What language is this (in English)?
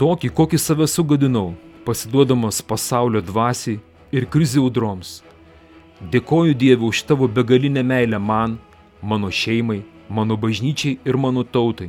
Lithuanian